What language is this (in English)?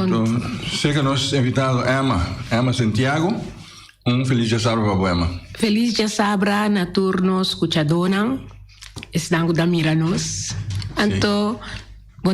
Papiamento